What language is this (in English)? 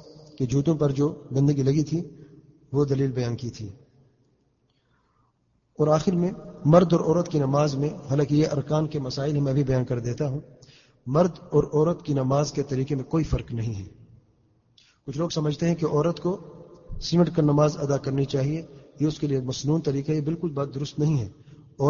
Urdu